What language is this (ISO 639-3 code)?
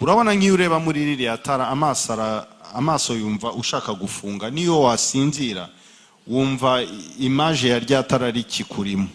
kin